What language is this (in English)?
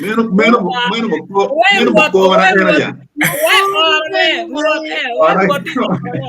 Acoli